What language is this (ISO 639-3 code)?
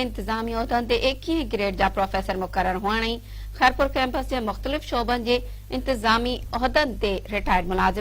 snd